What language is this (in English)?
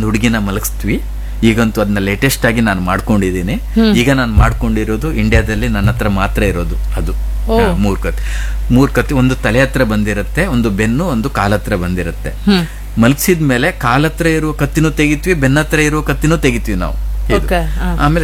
Kannada